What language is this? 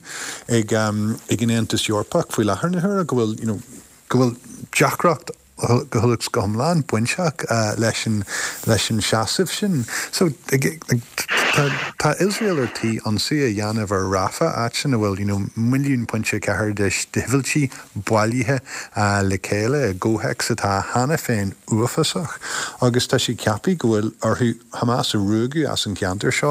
Irish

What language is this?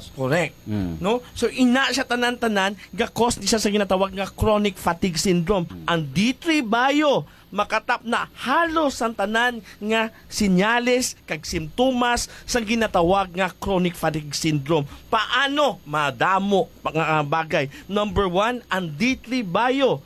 Hiligaynon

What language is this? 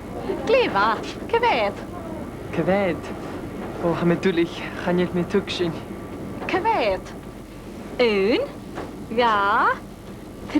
Scottish Gaelic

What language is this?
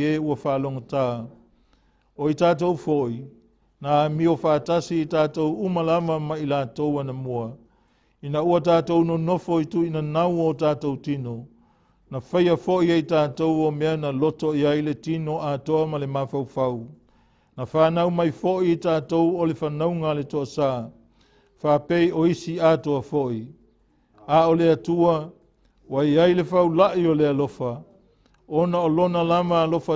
Samoan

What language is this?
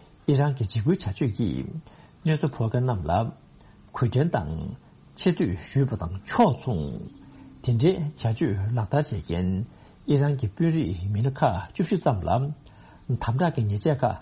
Tibetan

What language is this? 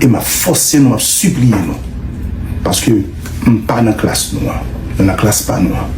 Haitian Creole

